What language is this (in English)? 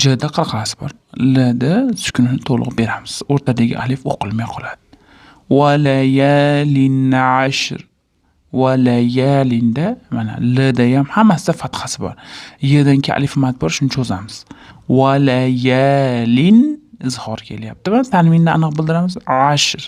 Uzbek